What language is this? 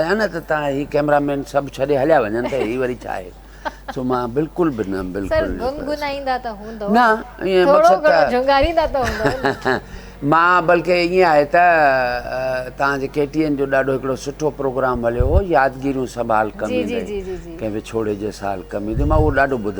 Sindhi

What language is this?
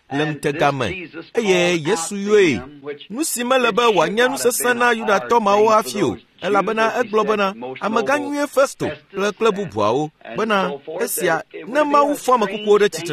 Ewe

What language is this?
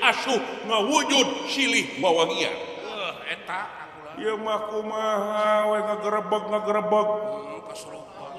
Sundanese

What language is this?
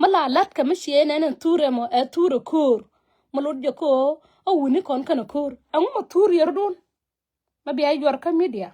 Nuer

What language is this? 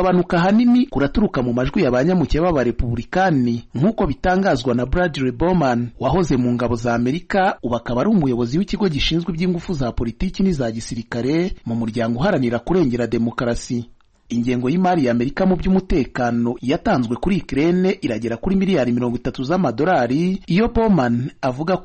Kinyarwanda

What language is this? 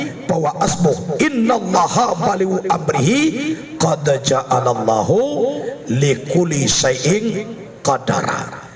Minangkabau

